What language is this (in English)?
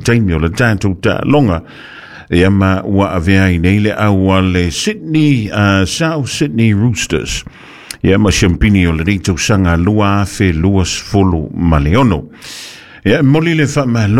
Samoan